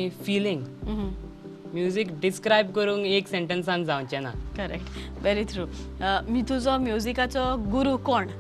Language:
Konkani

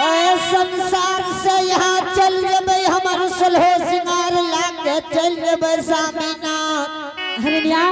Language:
Angika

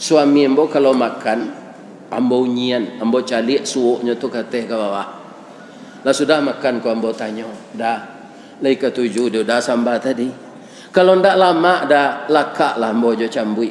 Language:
Minangkabau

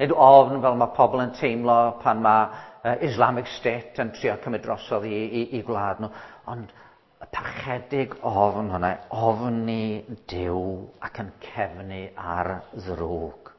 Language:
Welsh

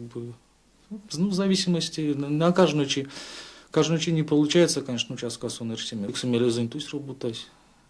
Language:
Erzya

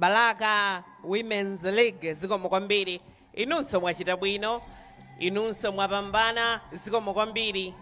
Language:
Nyanja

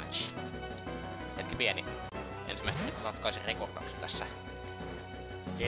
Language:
Finnish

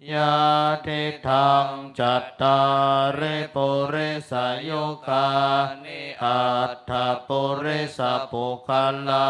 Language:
Pali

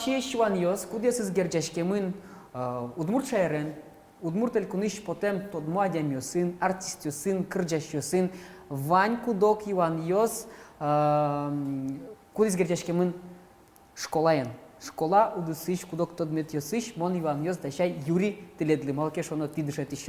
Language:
Udmurt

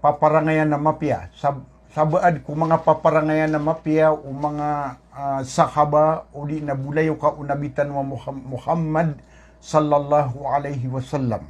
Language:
Maranao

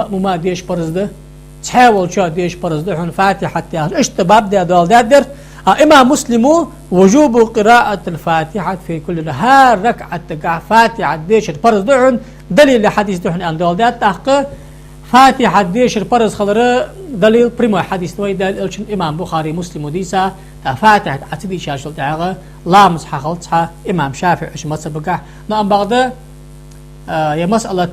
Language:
Ingush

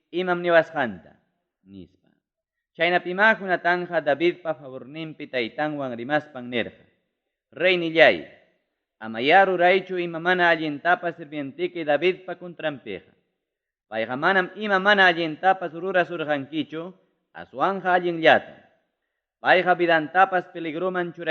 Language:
Ayacucho Quechua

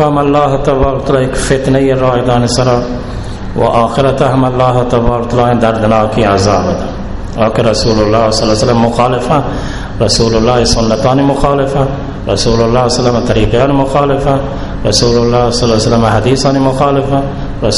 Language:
Baluchi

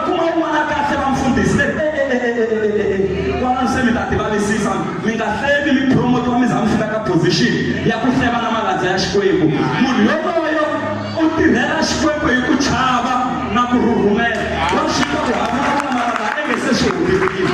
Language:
Tsonga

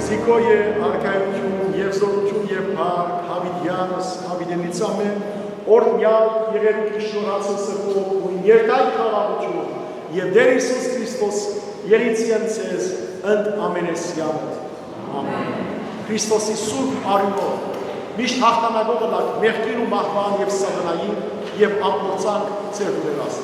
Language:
Western Armenian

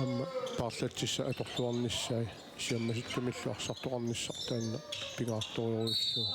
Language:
Kalaallisut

